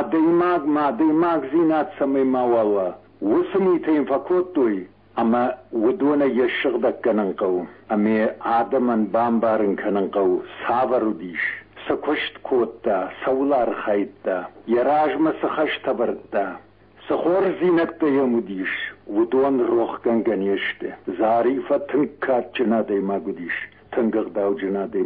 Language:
Ossetic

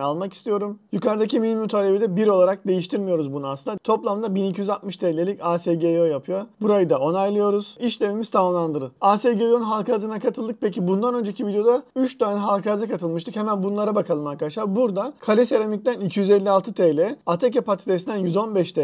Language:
Turkish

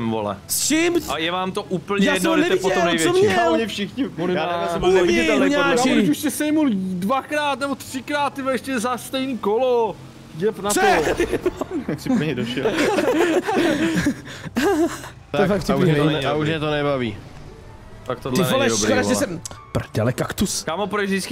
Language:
Czech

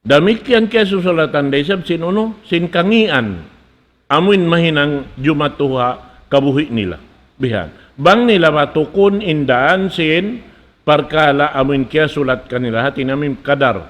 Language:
Tausug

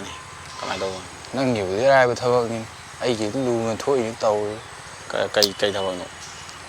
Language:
Manipuri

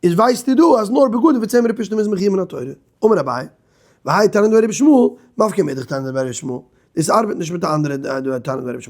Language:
Yiddish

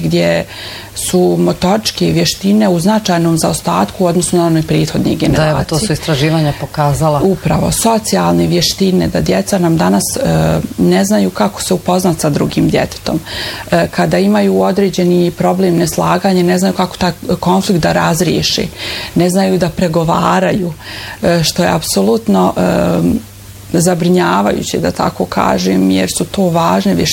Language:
Bosnian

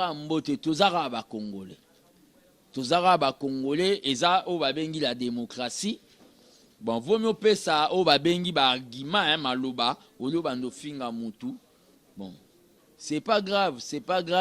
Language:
Lingala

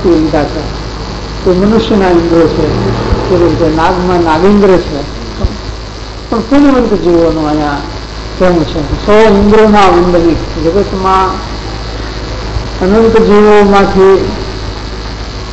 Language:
Gujarati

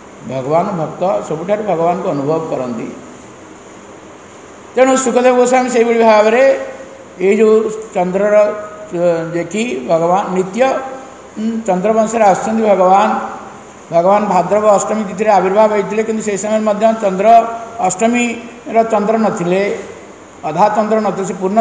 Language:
Odia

